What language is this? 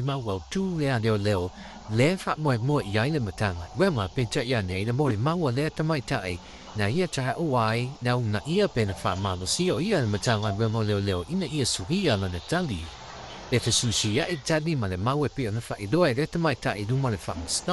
Samoan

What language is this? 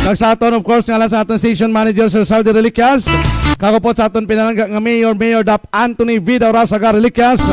Hiligaynon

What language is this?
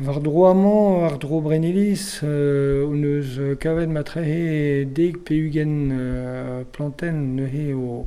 Breton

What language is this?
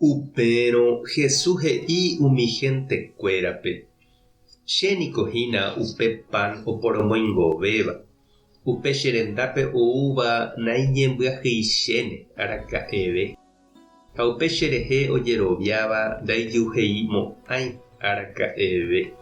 Guarani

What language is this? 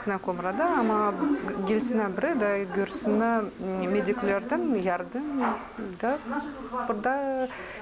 Gagauz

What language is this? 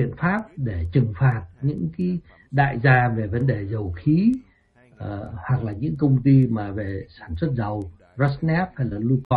Vietnamese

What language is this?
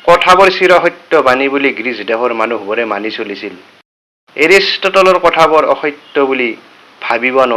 Assamese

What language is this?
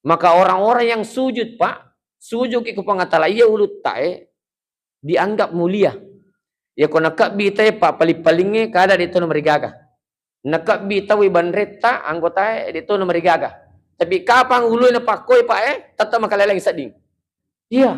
Buginese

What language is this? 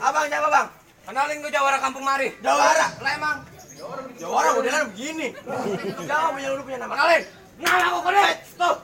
Betawi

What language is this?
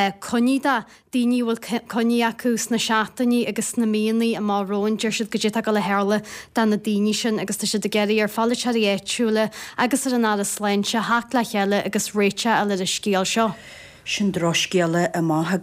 Irish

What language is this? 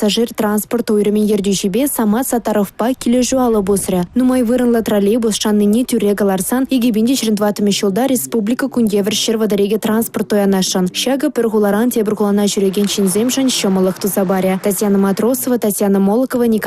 Chuvash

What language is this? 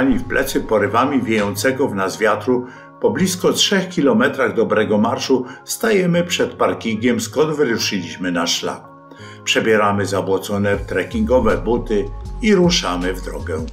Polish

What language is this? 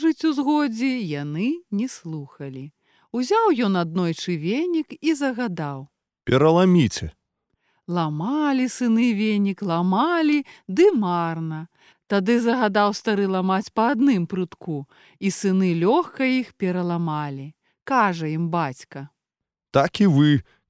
Belarusian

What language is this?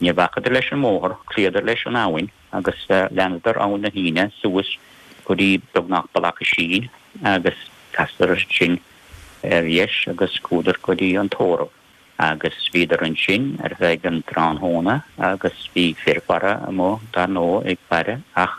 Irish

